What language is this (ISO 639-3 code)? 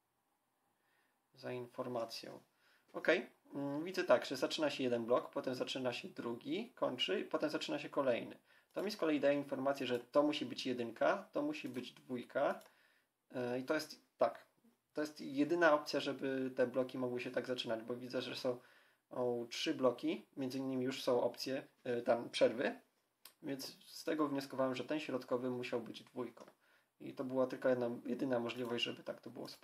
pol